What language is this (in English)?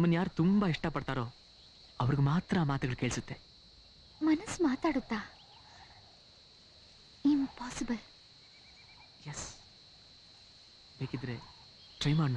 Kannada